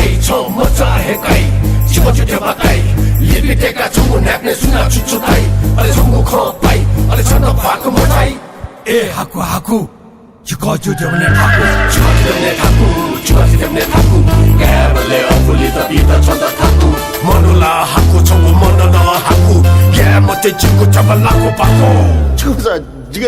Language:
Newari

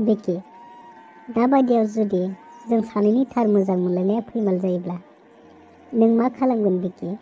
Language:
Bodo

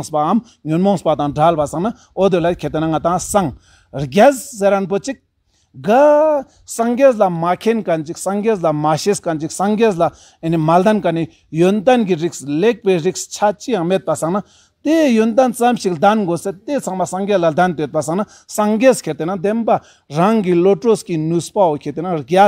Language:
Ladakhi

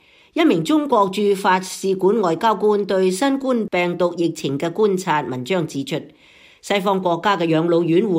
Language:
Cantonese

